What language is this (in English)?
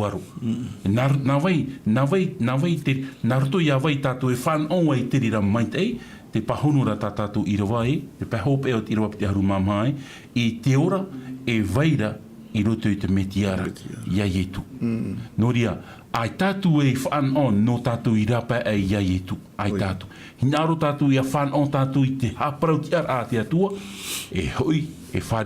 Tahitian